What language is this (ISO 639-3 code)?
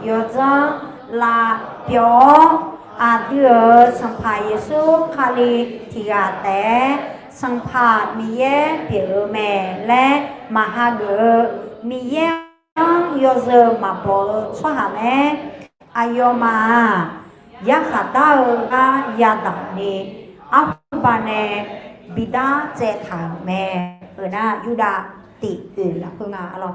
ahk